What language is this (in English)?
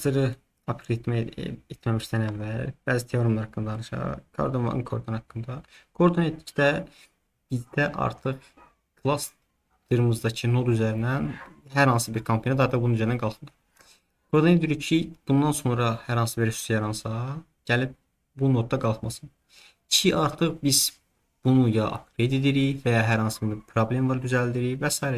Azerbaijani